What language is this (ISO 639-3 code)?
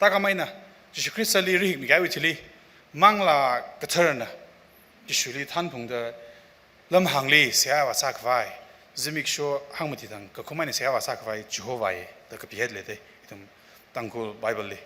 nmf